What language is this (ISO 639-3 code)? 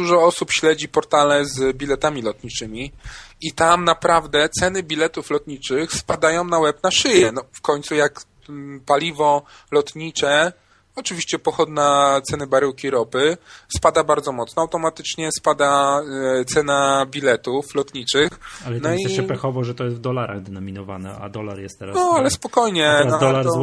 pol